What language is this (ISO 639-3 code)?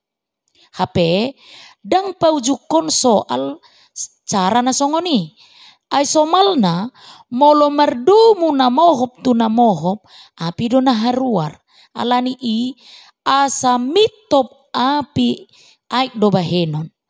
bbc